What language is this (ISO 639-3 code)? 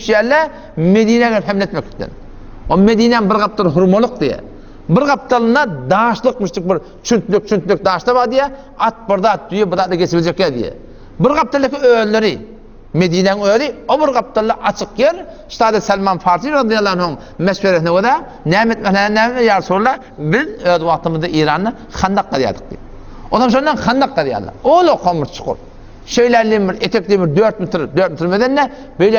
tuk